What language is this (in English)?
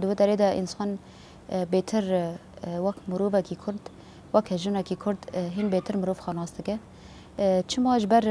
Kurdish